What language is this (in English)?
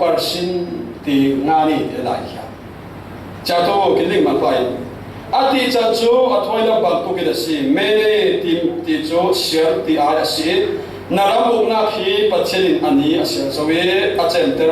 Falam Chin